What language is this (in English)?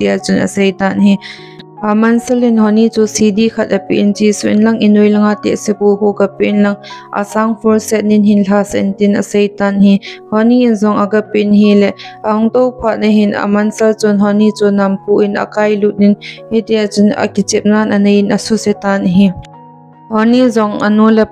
Thado Chin